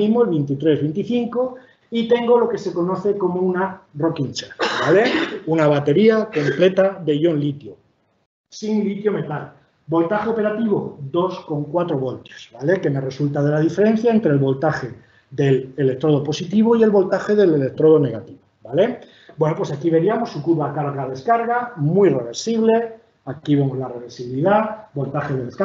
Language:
Spanish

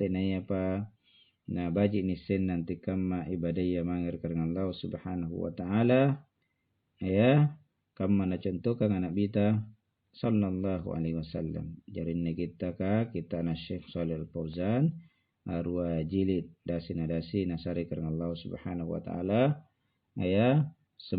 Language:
Makasar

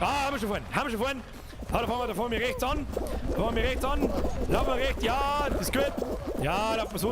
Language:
Bavarian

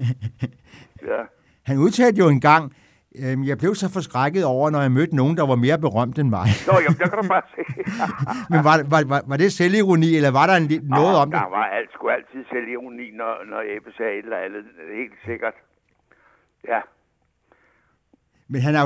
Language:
Danish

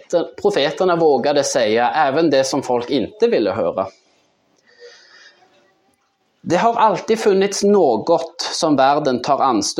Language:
Swedish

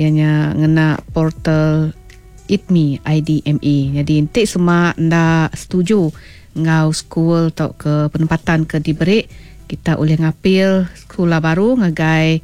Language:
Iban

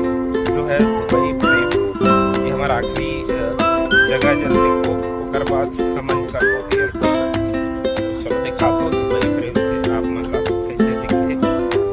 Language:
Chhattisgarhi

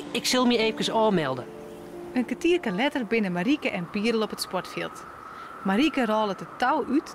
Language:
Western Frisian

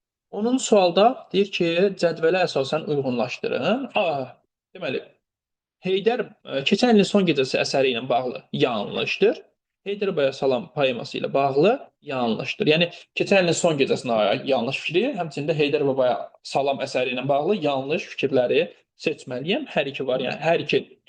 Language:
Azerbaijani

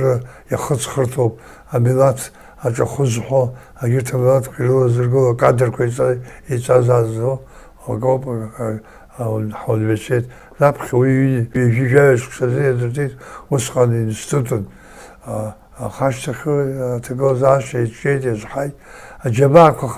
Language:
Abkhazian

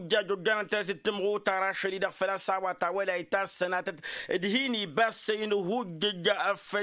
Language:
Tamasheq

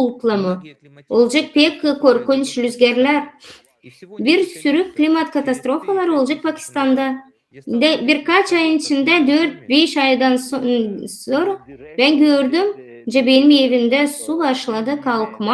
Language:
Gagauz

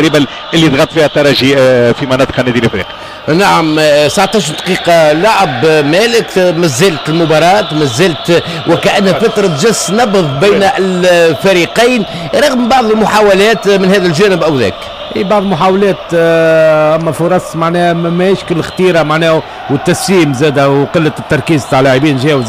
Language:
Tunisian Arabic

